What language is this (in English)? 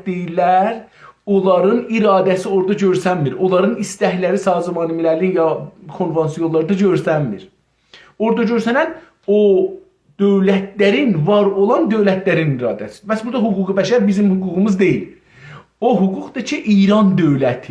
South Azerbaijani